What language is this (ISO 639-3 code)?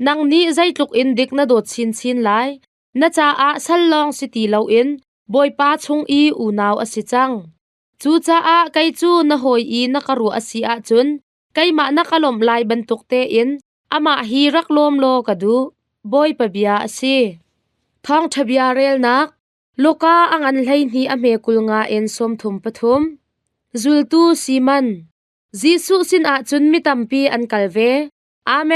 cnh